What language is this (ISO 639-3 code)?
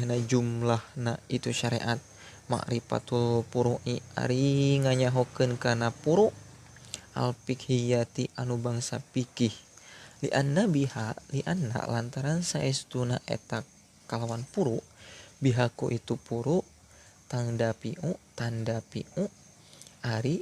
sun